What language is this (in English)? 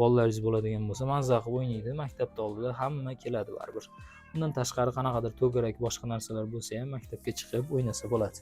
Uzbek